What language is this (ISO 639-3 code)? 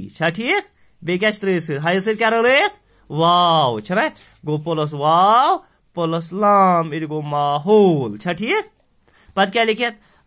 kas